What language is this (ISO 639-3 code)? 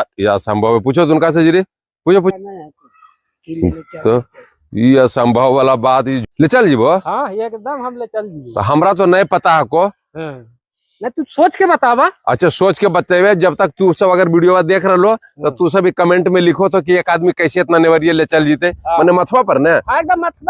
mag